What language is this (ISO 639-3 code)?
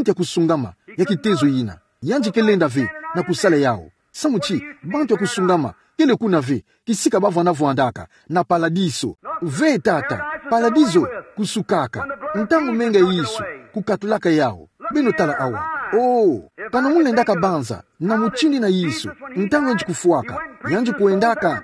ktu